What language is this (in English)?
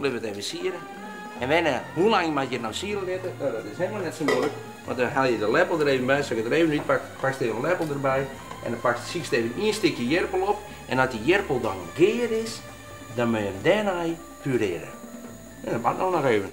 Western Frisian